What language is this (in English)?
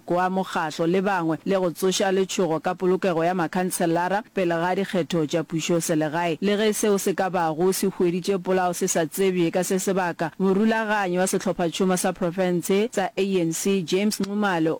Northern Sotho